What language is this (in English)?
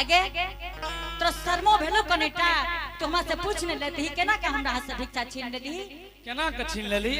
Angika